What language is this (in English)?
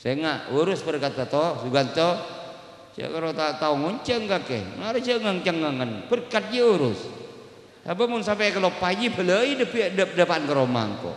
Madurese